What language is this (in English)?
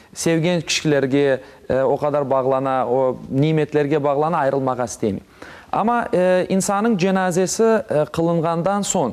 Crimean Tatar